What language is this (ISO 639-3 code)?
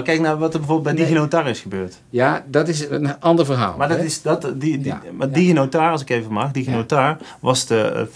nld